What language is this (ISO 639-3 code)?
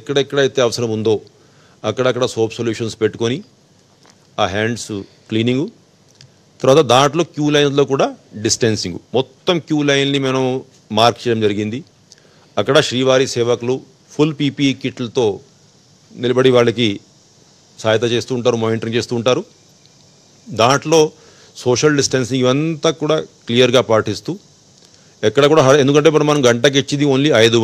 tel